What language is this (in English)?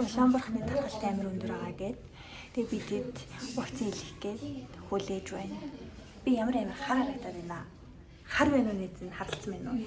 Mongolian